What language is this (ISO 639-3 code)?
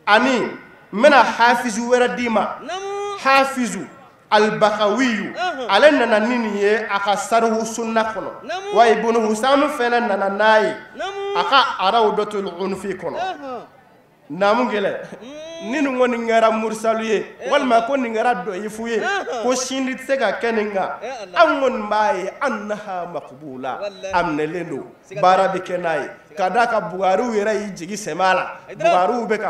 bam